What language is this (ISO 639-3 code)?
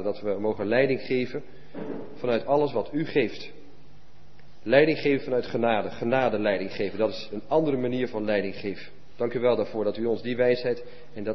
nld